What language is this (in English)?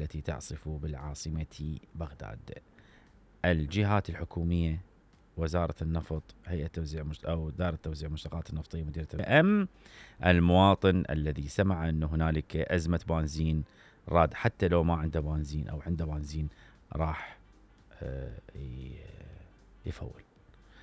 Mesopotamian Arabic